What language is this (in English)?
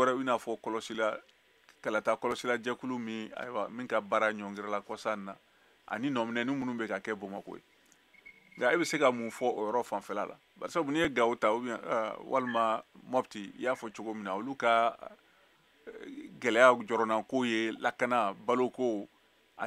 Bambara